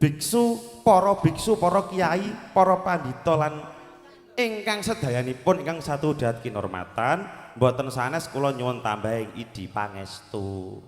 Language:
Javanese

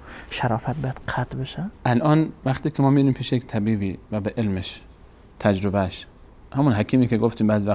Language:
Persian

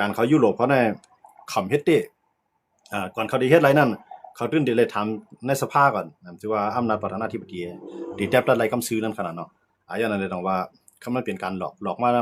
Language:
Shan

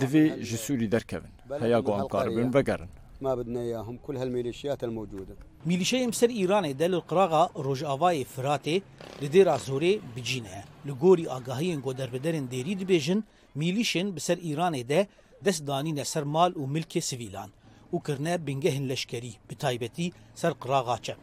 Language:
Kurdish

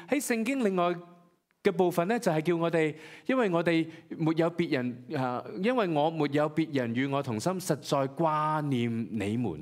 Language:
Cantonese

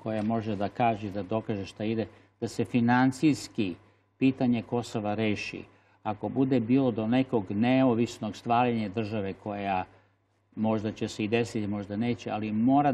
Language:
Serbian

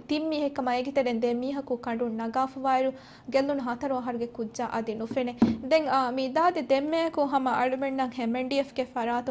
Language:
Divehi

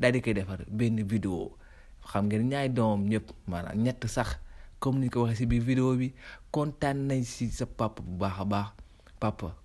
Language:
Wolof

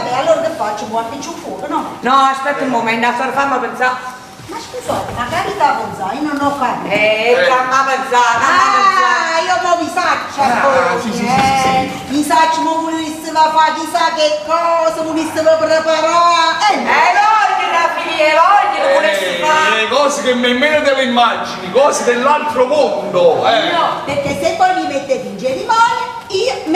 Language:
Neapolitan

